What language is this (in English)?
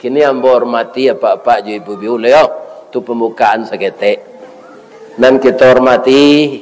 Minangkabau